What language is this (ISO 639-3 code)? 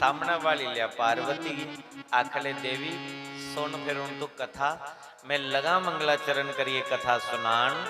doi